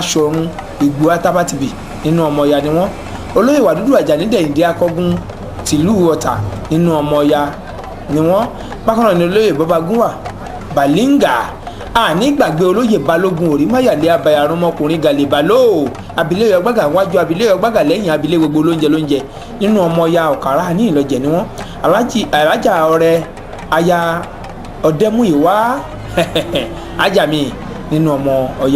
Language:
Yoruba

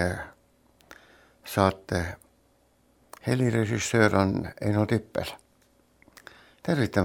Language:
Estonian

